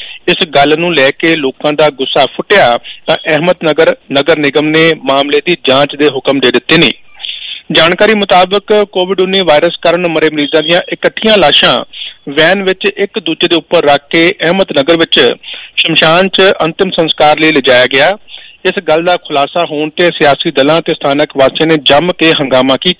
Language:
Punjabi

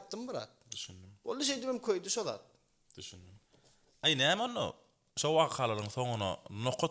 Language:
Turkmen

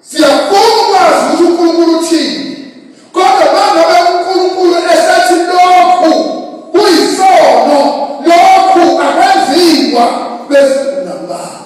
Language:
Zulu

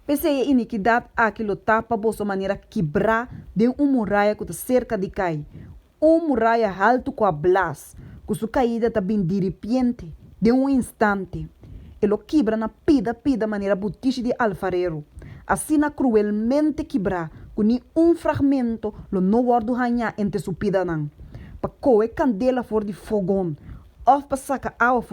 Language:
Papiamento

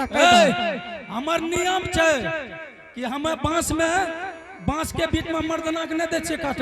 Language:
Angika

